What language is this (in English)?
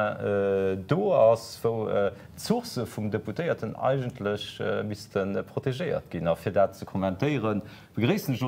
Luxembourgish